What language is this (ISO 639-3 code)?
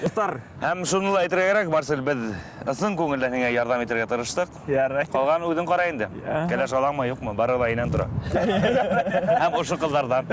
bak